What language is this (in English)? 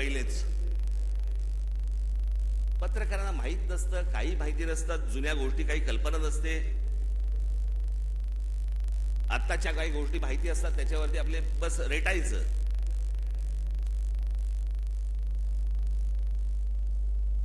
Marathi